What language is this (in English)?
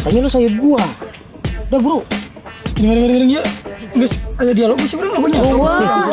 Betawi